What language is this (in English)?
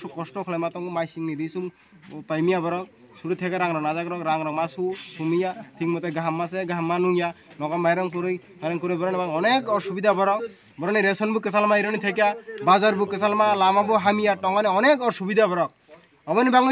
Kok Borok